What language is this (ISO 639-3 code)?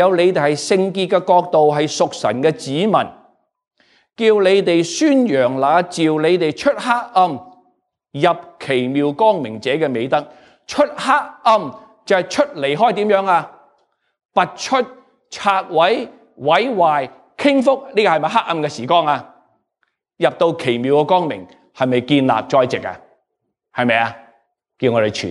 yue